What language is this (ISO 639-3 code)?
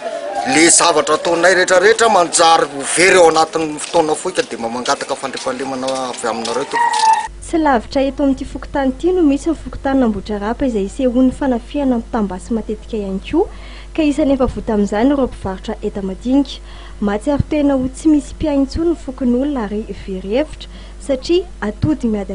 mlg